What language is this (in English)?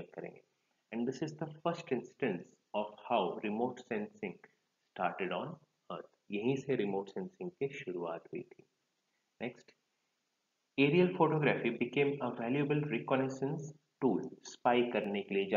Hindi